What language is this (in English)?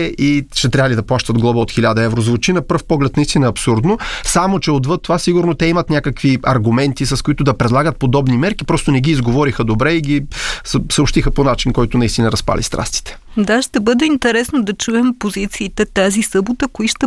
Bulgarian